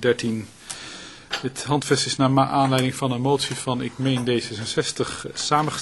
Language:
Dutch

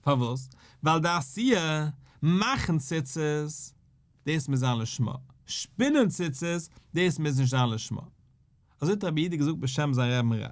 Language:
Yiddish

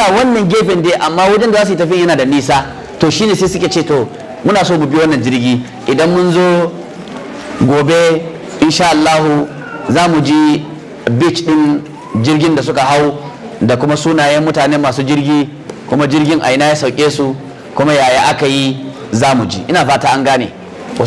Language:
Hausa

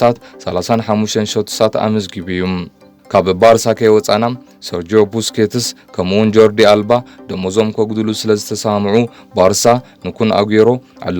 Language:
Tigrinya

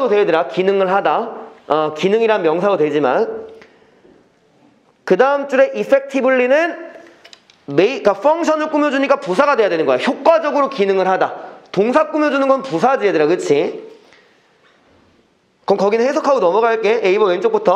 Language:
Korean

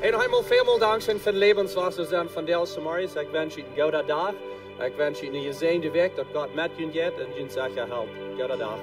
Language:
Plautdietsch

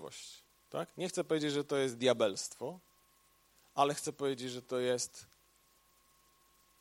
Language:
Polish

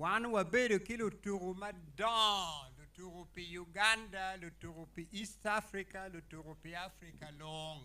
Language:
Acoli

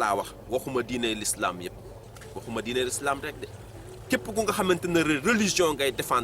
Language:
Wolof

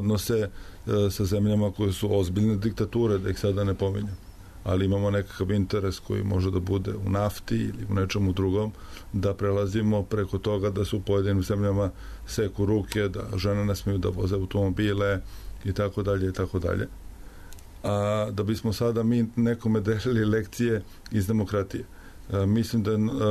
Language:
Serbian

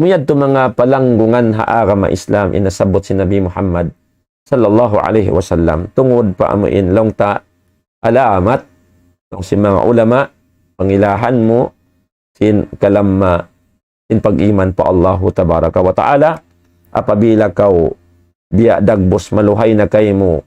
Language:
Tausug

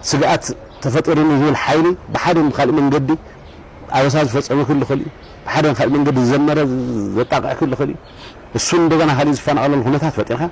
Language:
Tigrinya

